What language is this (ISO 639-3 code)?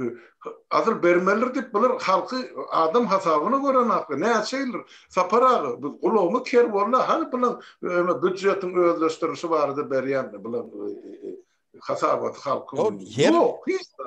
tuk